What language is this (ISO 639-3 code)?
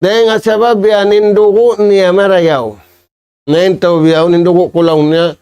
tsg